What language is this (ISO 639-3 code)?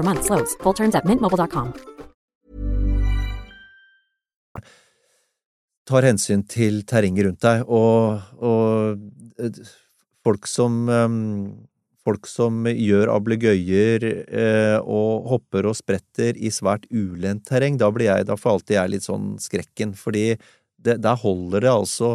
nor